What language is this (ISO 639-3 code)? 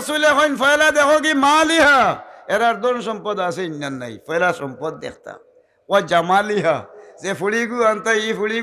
syl